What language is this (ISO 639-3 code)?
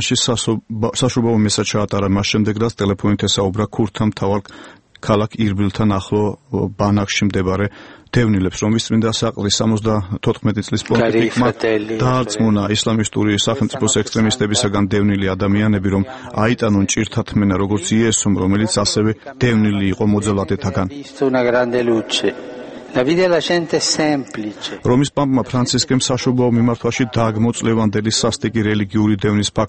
kat